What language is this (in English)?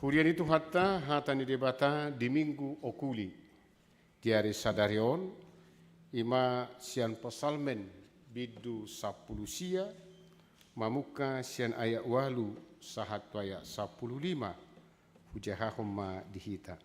Batak Toba